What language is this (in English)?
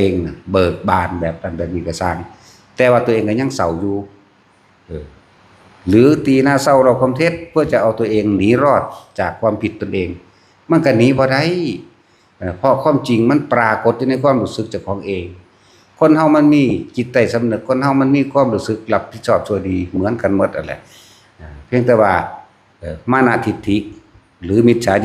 Northeastern Thai